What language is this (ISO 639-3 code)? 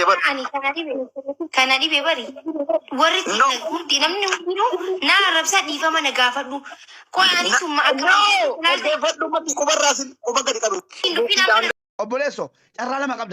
orm